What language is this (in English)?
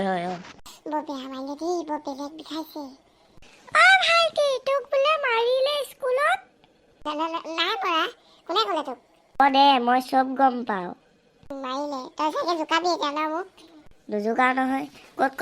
Assamese